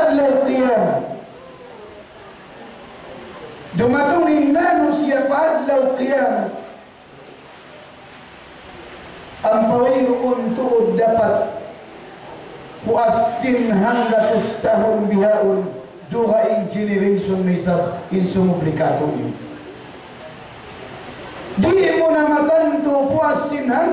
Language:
Tausug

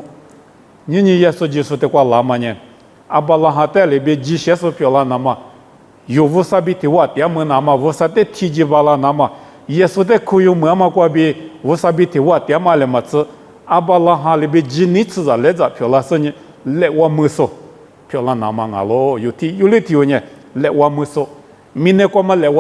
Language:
Lisu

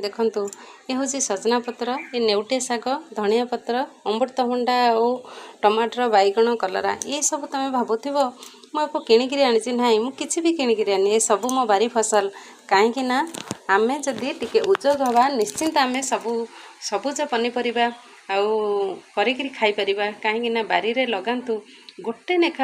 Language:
Odia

